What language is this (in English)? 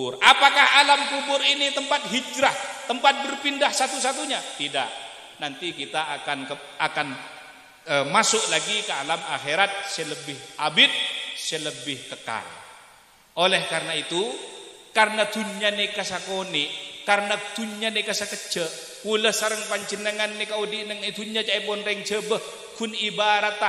Madurese